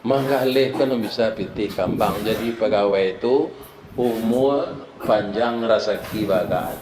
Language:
Minangkabau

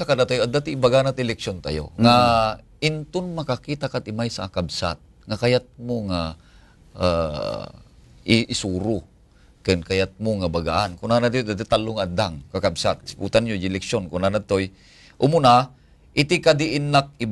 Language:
Iloko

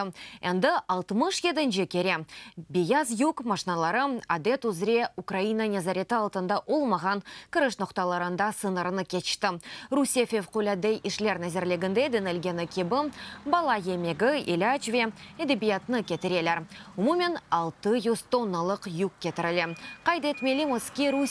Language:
Crimean Tatar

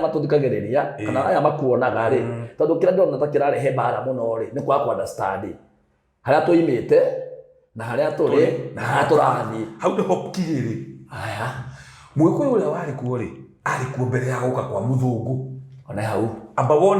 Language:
Kikuyu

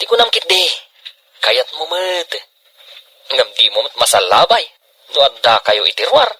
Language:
Iloko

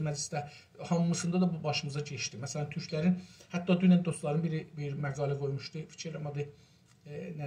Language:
South Azerbaijani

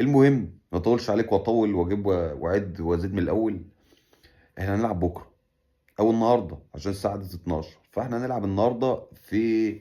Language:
Egyptian Arabic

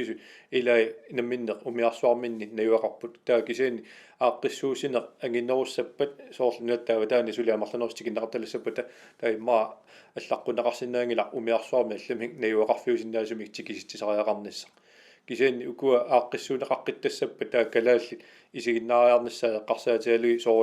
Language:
Kalaallisut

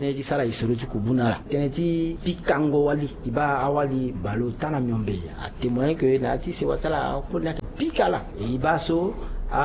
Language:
Sango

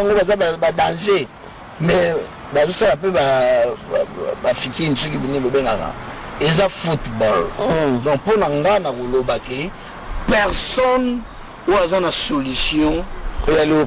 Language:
Lingala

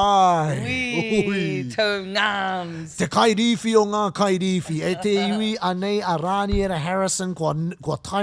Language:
Māori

